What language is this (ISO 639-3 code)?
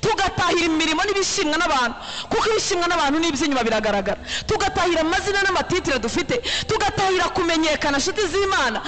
kin